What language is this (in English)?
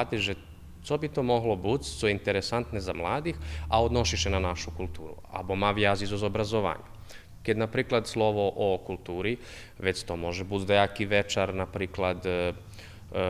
Rusyn